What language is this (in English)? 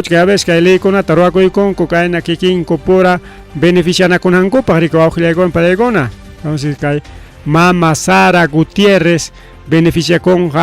Ayacucho Quechua